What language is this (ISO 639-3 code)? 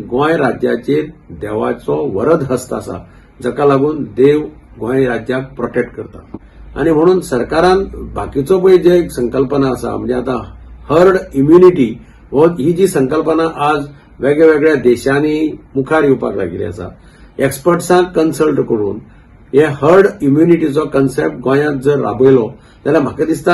kok